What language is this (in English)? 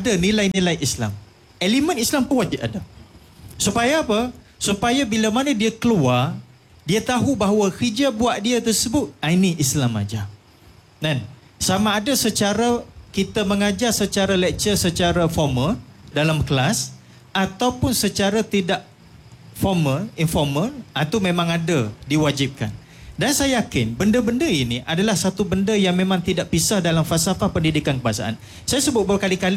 Malay